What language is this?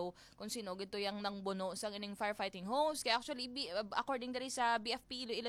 Hiligaynon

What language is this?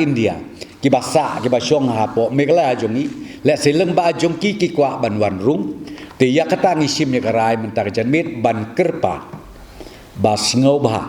Khasi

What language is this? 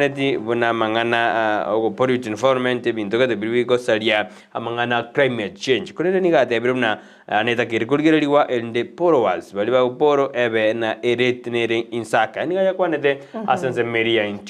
Gusii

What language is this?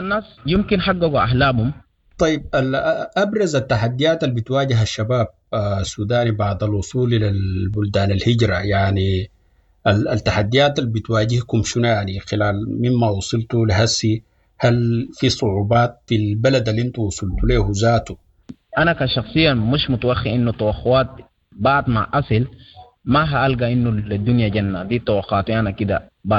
Sudanese Arabic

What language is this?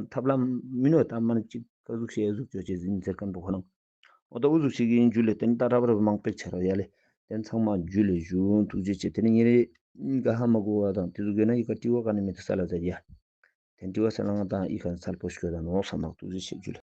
Ladakhi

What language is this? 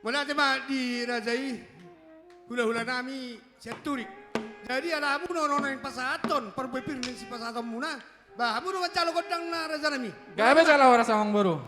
Batak Toba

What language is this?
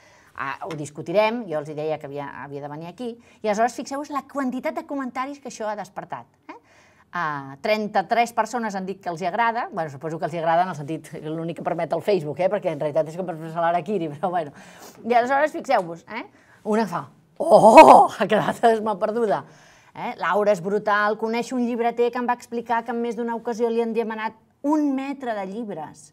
Catalan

